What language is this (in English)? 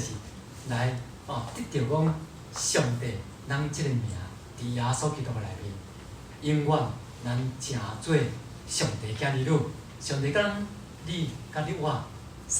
Min Nan Chinese